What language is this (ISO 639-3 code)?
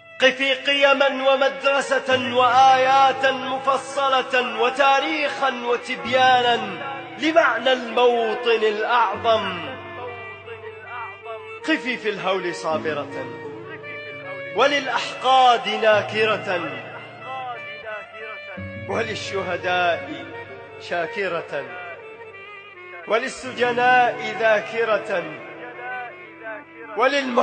ara